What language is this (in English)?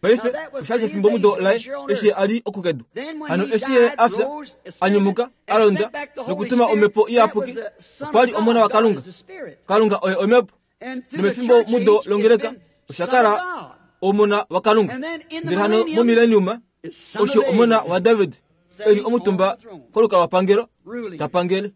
Kuanyama